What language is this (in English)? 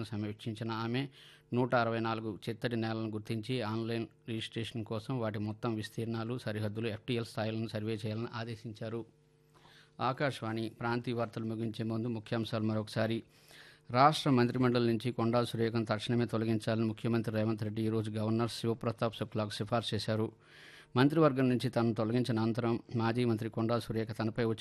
Telugu